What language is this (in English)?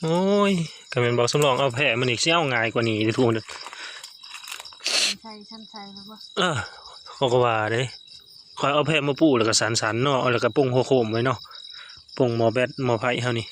Northeastern Thai